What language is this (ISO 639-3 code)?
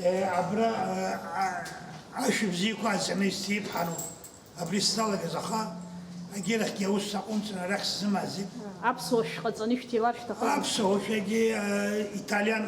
abk